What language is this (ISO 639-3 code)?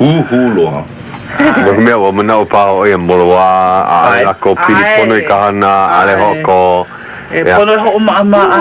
haw